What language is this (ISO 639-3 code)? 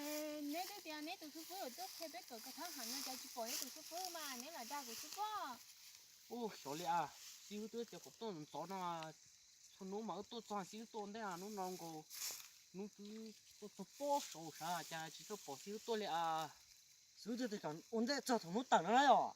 hmn